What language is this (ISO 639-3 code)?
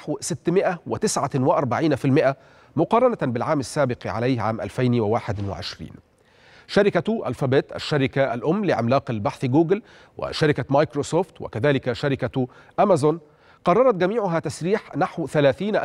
ara